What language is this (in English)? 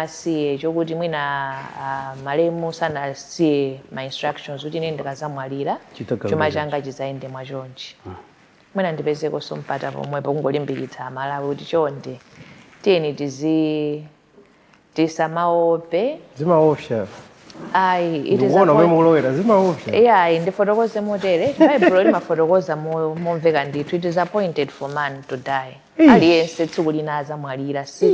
Nyanja